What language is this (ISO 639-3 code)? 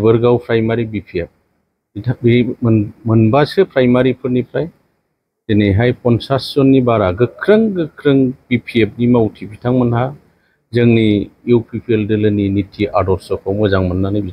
brx